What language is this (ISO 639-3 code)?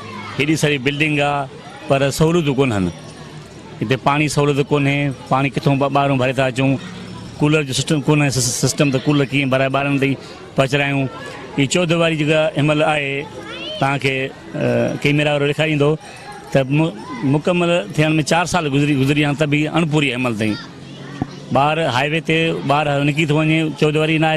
snd